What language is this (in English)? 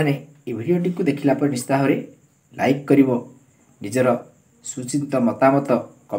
Odia